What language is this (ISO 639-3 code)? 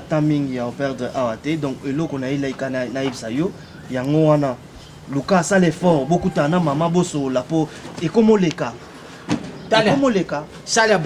lin